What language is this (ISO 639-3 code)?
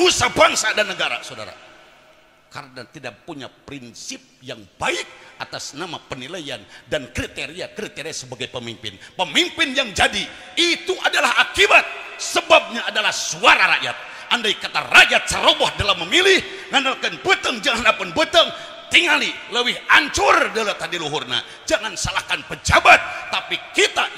sun